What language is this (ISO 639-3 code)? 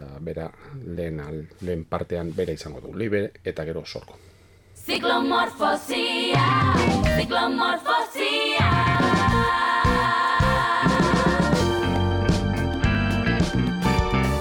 eus